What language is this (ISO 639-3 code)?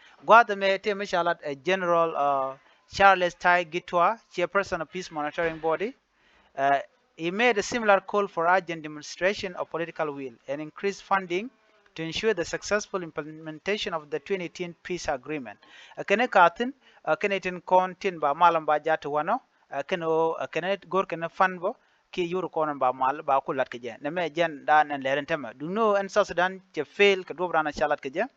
nus